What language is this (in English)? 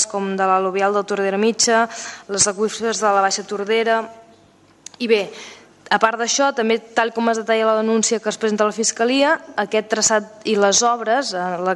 Catalan